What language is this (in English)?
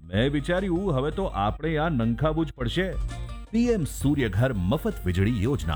Gujarati